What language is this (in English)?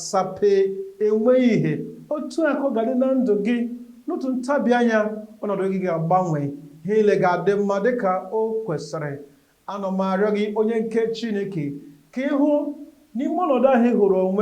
Igbo